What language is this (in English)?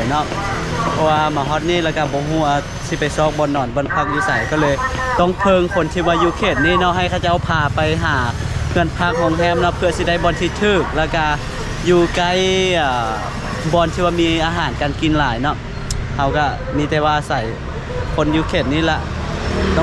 Lao